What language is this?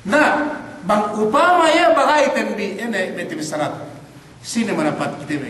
Yakan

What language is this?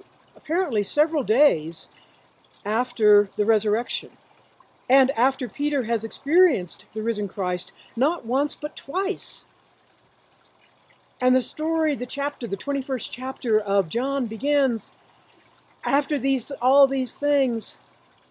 English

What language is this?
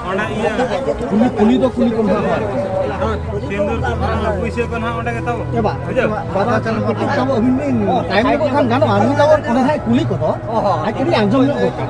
Santali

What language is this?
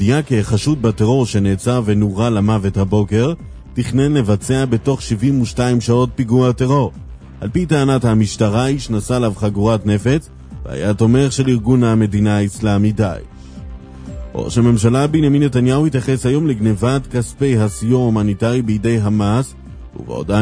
Hebrew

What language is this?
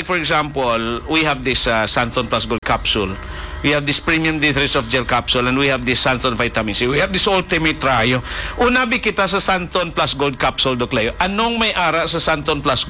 Hiligaynon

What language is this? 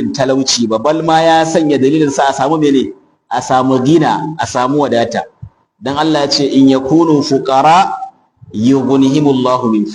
Hausa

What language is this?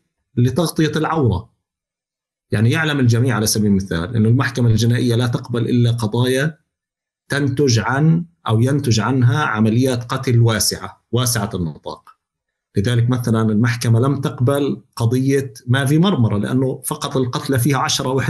North Levantine Arabic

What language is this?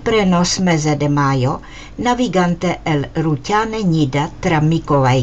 Esperanto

